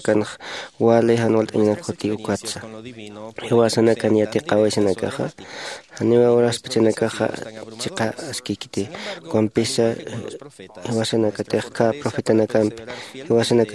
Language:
Aymara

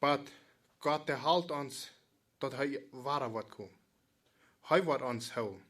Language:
Plautdietsch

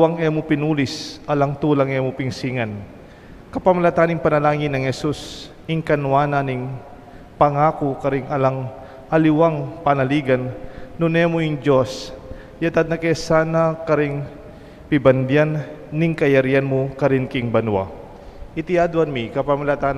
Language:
Pampanga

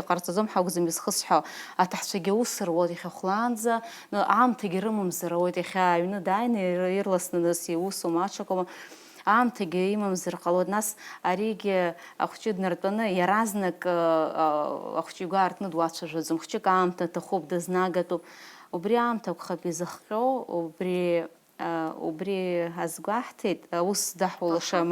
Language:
Abkhazian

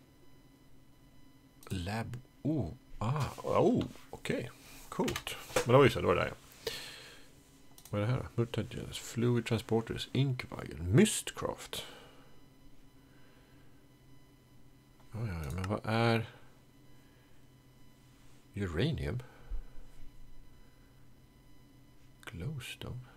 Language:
Swedish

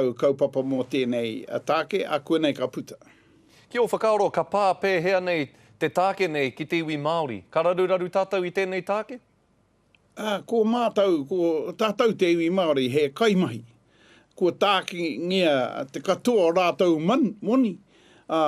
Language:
Māori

